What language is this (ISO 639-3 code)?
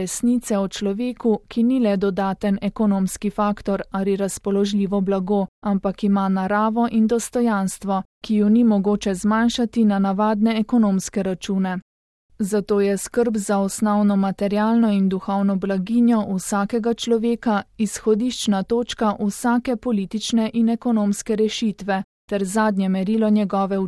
slv